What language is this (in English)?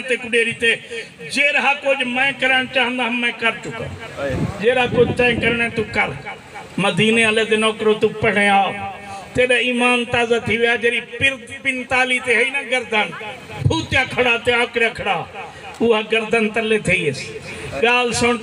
Saraiki